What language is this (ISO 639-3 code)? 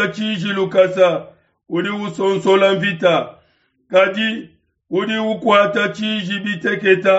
lua